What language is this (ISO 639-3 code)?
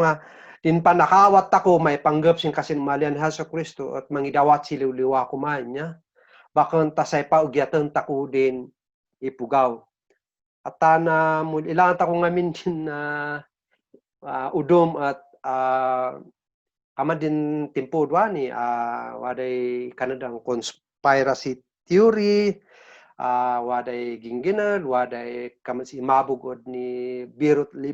kne